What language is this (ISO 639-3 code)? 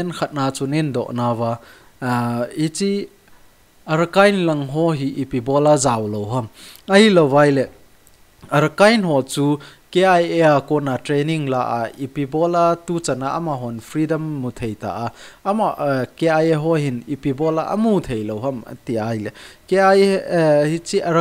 tcz